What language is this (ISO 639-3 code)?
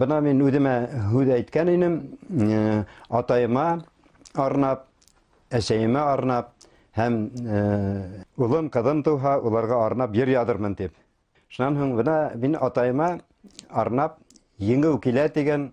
bak